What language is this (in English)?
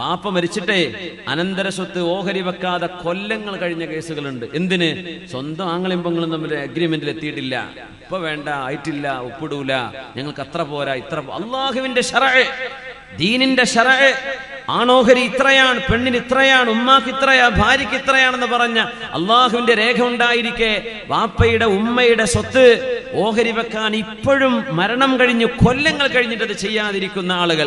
Malayalam